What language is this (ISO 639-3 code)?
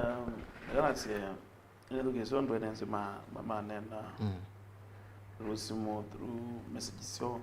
kam